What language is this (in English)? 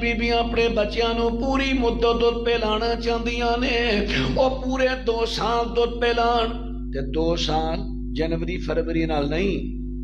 Western Panjabi